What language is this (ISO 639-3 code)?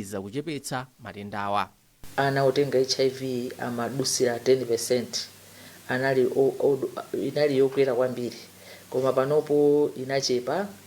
nya